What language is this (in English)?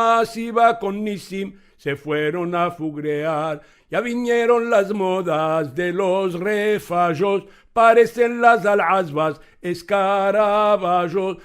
Ladino